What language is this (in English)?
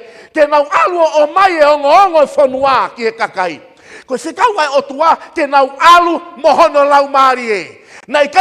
Tongan